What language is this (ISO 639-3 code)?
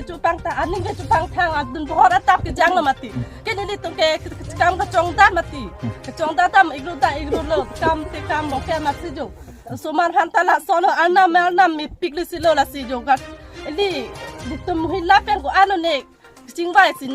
mjw